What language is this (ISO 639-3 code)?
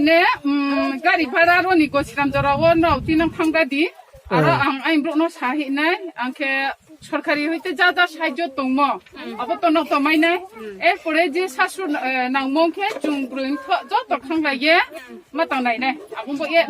ria